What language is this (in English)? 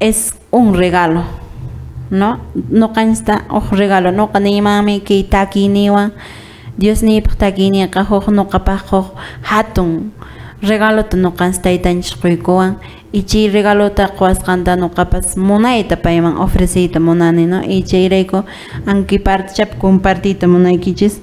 Quechua